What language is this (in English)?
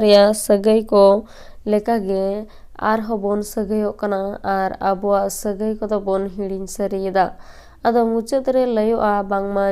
Santali